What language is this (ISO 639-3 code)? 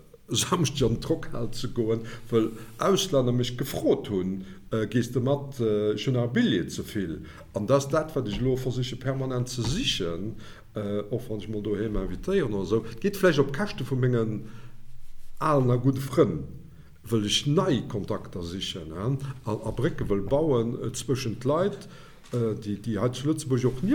ltz